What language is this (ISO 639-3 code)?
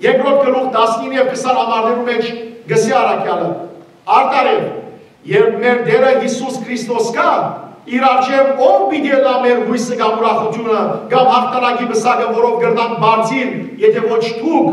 hyw